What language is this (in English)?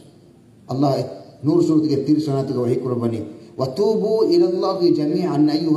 Divehi